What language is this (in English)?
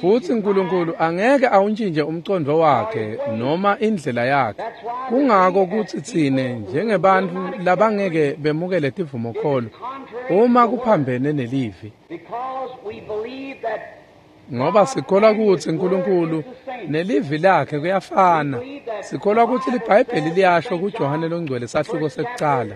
Swati